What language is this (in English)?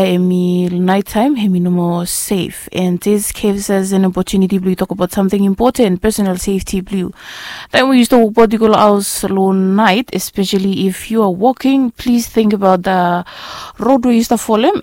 Bislama